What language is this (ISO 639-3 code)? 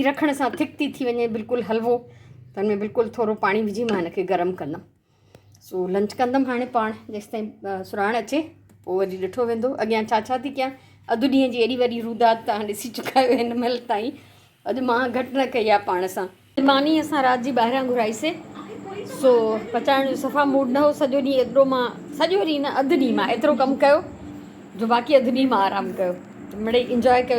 snd